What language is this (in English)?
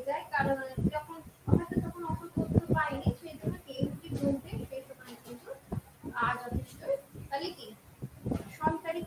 Bangla